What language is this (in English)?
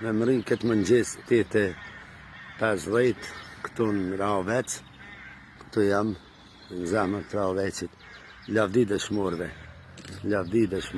Albanian